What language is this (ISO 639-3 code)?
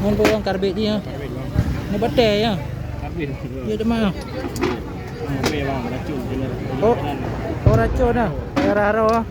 ace